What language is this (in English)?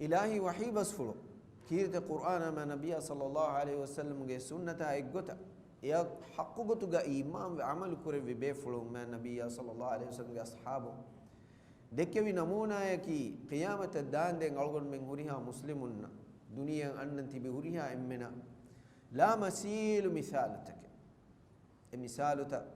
Divehi